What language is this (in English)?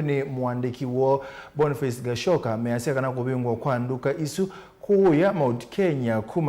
Kamba